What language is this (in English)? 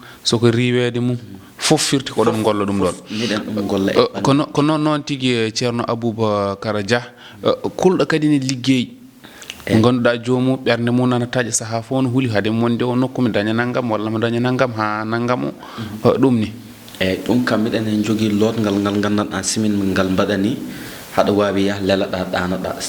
Fula